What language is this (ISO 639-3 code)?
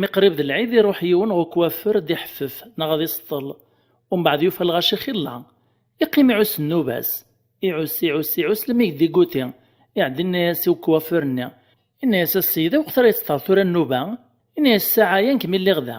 kab